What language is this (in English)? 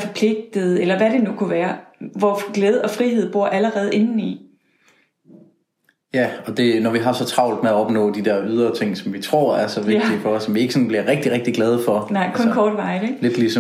Danish